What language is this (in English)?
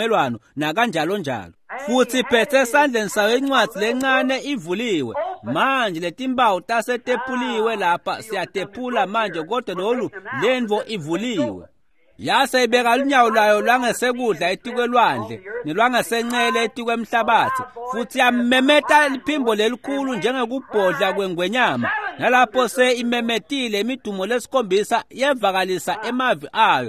Swati